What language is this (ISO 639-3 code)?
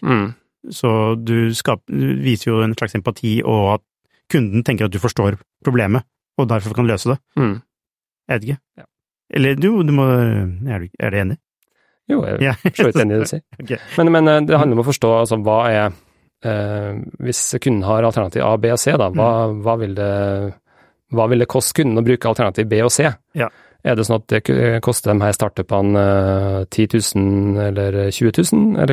nor